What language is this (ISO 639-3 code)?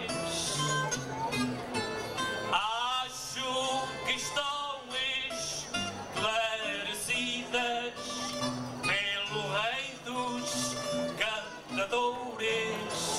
por